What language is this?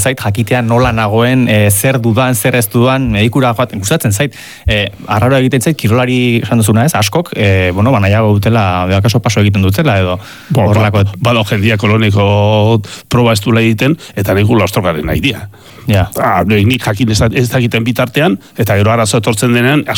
Basque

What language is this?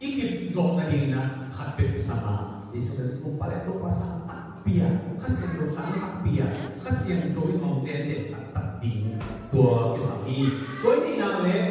Tedim Chin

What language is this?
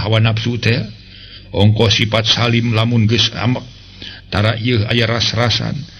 Sundanese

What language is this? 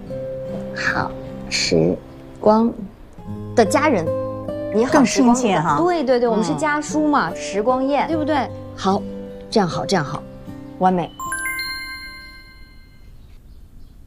Chinese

